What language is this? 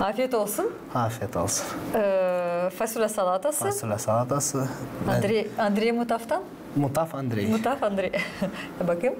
Gagauz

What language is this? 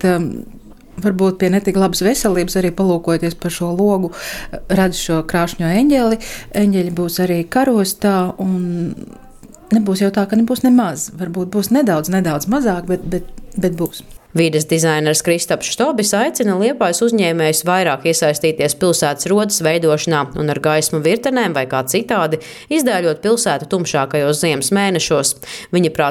Latvian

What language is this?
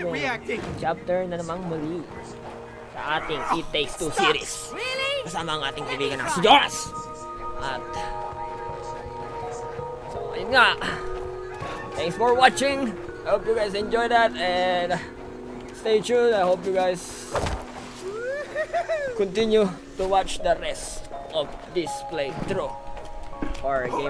Filipino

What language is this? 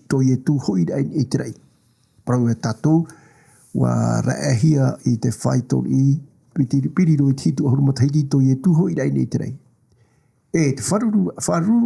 Tahitian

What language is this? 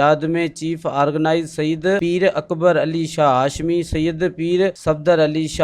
Sindhi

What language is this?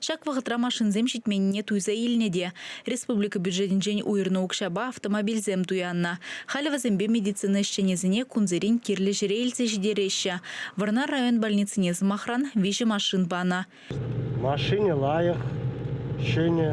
Chuvash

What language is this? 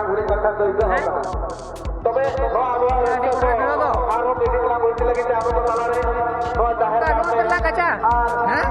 Santali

